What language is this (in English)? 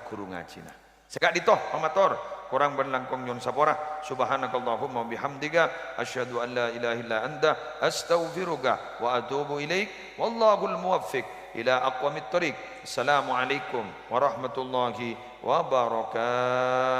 Madurese